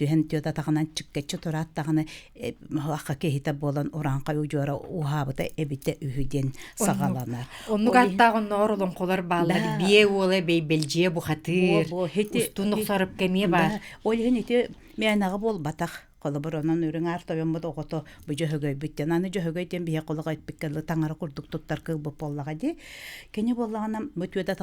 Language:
Yakut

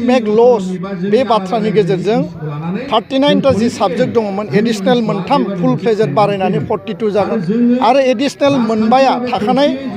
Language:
Bodo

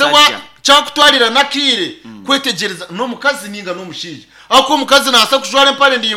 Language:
Nyankole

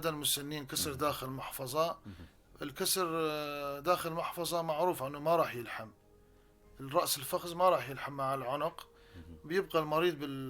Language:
North Levantine Arabic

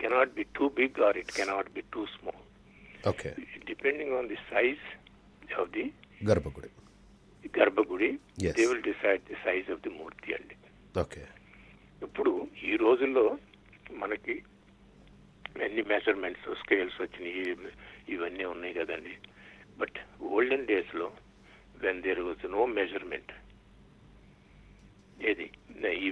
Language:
Telugu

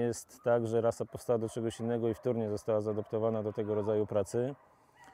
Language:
Polish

